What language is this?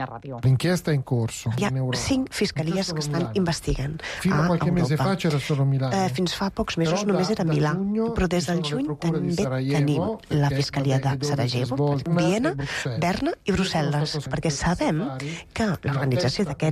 Catalan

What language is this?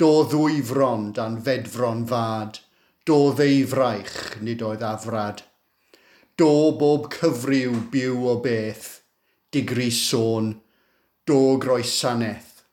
Welsh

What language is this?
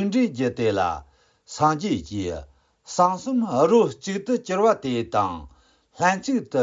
Khams Tibetan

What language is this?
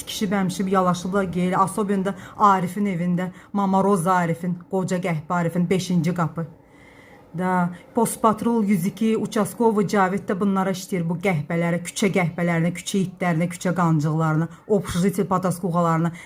Azerbaijani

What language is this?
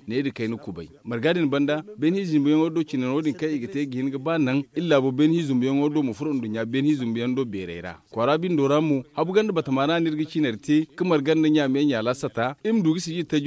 Zarma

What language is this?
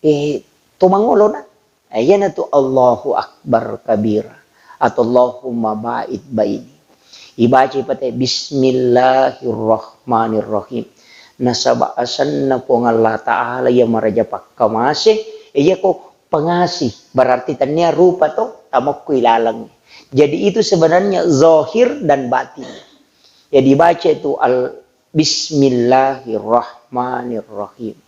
Buginese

